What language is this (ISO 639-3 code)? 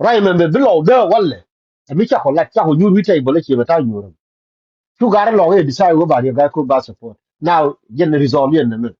nus